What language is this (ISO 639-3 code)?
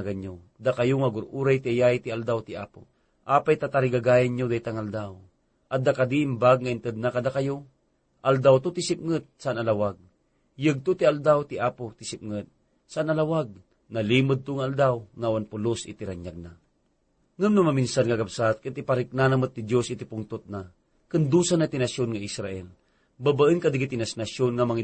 ilo